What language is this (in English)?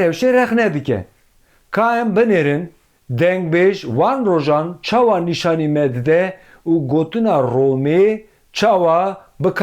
Kurdish